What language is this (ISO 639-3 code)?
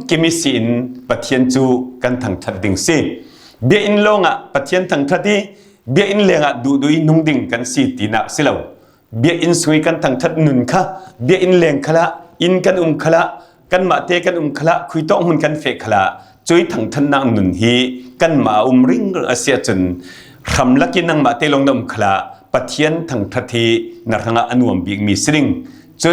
cfm